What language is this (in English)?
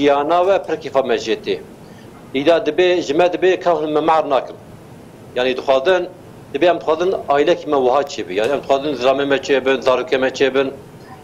Kurdish